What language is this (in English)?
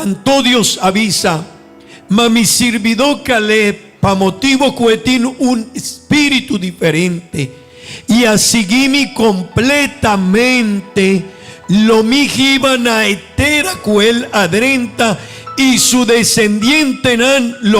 Papiamento